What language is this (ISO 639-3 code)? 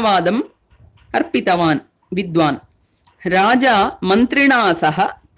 san